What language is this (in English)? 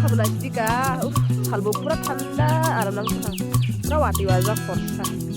Kok Borok